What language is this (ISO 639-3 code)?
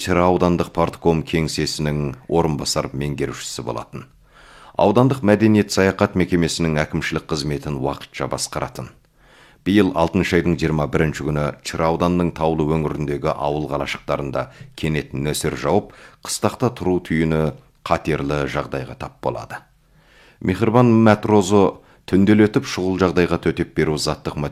kaz